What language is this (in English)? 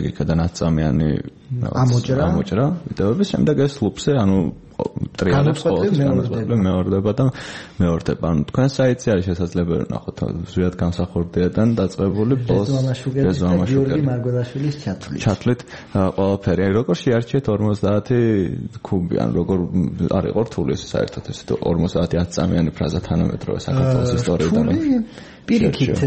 Georgian